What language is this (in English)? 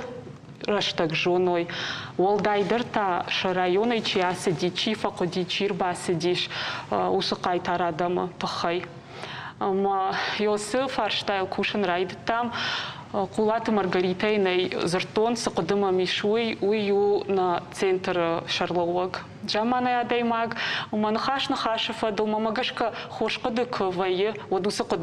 Ossetic